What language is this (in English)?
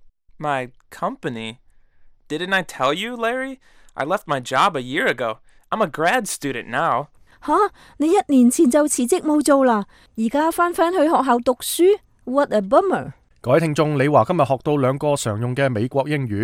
Cantonese